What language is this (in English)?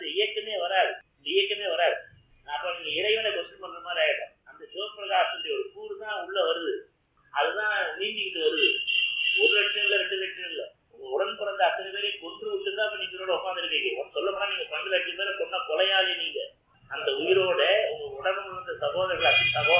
Tamil